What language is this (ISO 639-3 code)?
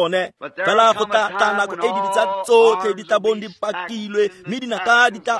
tsn